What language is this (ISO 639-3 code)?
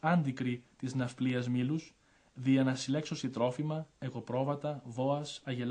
ell